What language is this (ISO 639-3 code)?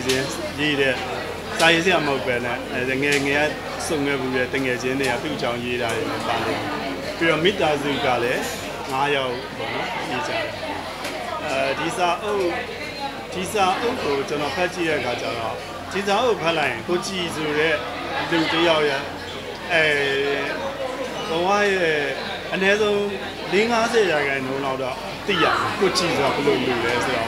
mya